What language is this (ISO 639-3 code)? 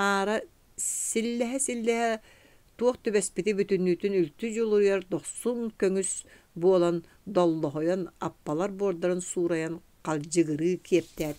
sah